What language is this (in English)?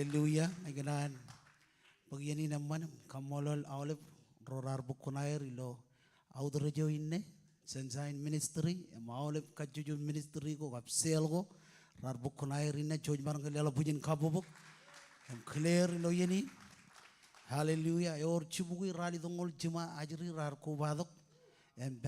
Marshallese